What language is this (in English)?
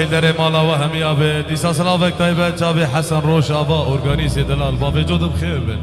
Kurdish